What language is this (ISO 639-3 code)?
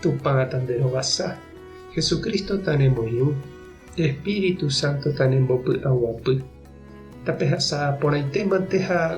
grn